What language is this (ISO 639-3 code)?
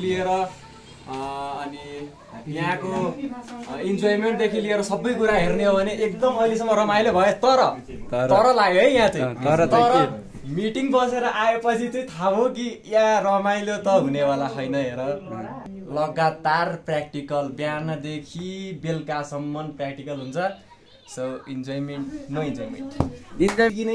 nep